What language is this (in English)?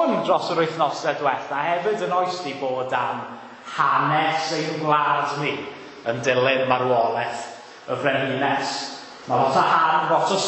Welsh